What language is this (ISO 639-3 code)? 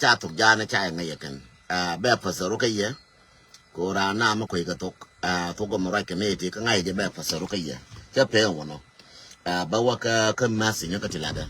nus